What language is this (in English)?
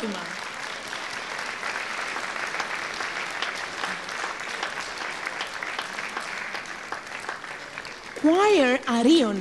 Greek